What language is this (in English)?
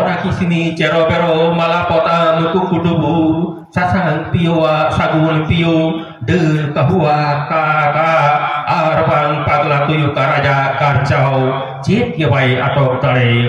Santali